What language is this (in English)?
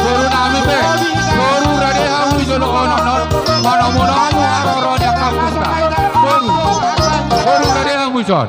Batak Toba